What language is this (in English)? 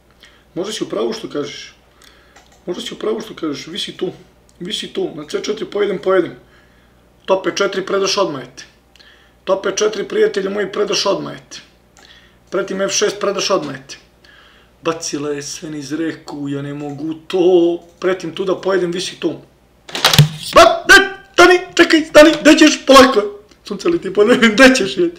Serbian